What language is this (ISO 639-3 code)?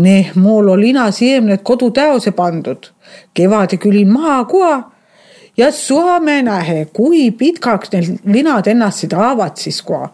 est